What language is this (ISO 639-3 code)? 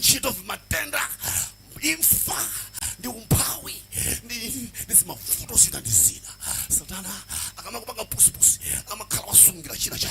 nya